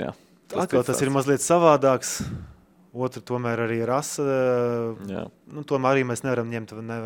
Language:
Latvian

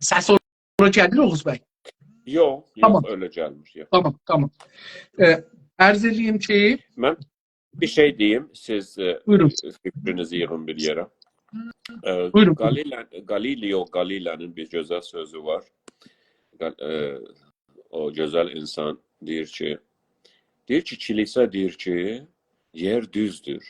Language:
South Azerbaijani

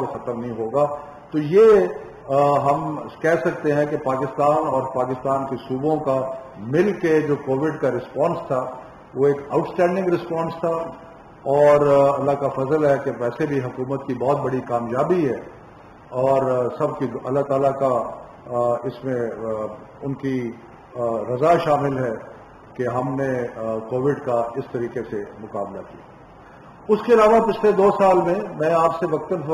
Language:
Urdu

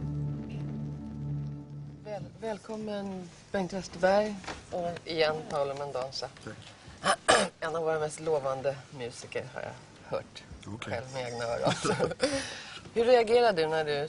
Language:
Swedish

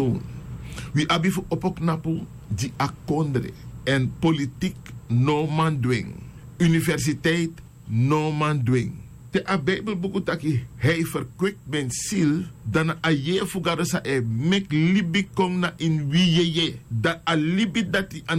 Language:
Sranan Tongo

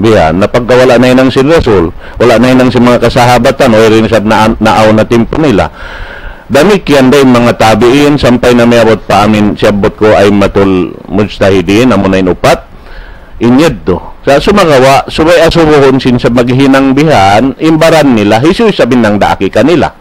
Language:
Tausug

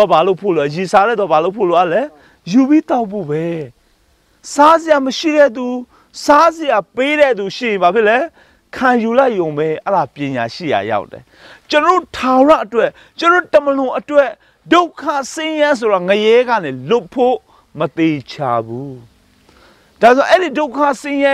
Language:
Burmese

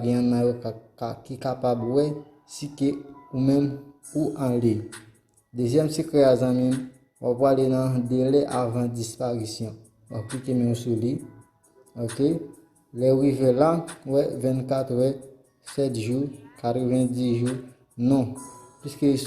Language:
Haitian Creole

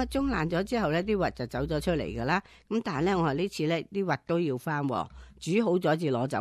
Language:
Cantonese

